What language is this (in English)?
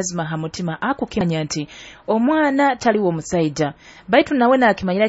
Nyoro